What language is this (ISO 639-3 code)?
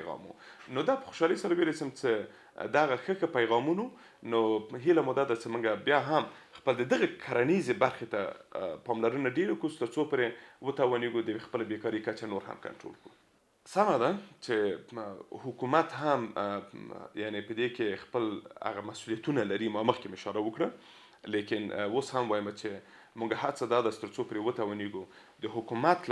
pus